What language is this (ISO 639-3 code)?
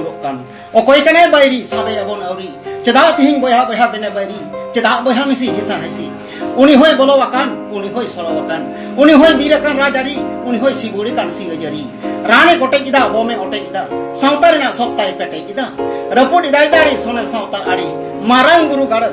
sat